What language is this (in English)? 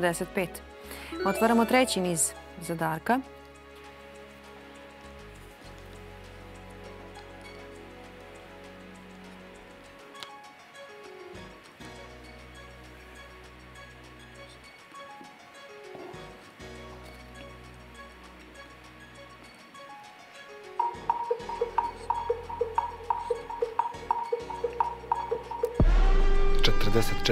Serbian